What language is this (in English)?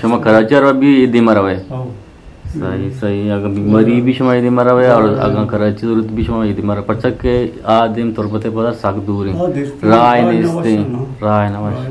Eastern Balochi